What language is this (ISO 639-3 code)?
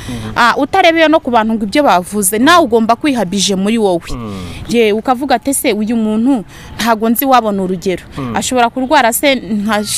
kin